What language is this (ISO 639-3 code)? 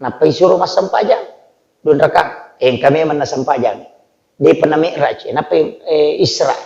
bug